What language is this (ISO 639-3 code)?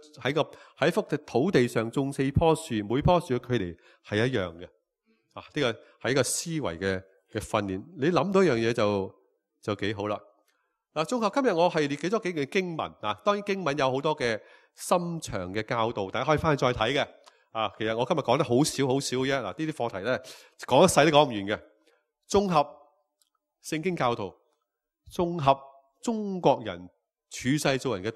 yue